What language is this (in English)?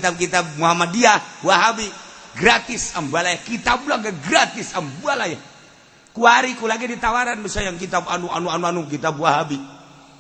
Sundanese